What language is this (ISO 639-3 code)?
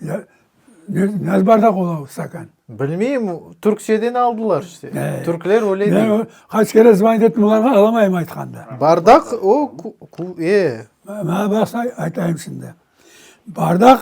crh